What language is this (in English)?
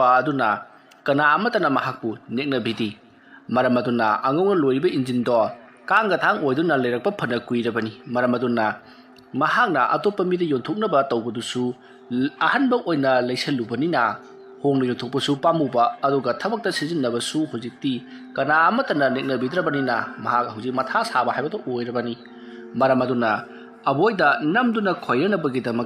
Manipuri